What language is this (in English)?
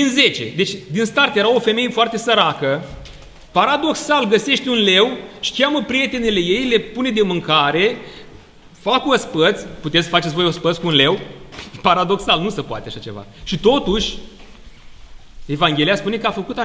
Romanian